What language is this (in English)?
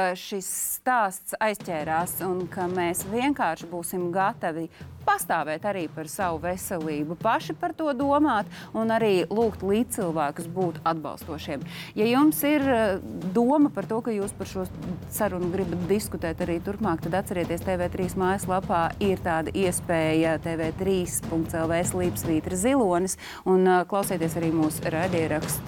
Latvian